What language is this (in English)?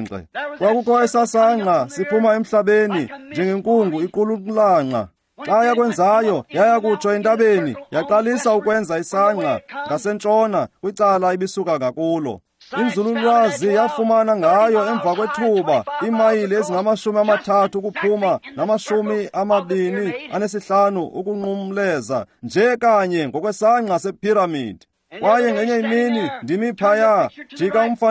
Xhosa